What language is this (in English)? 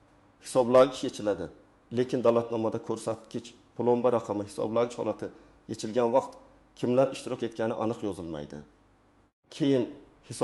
Uzbek